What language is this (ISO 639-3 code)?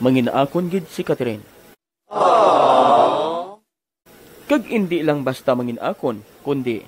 hil